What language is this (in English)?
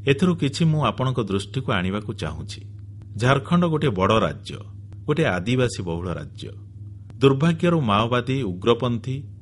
Odia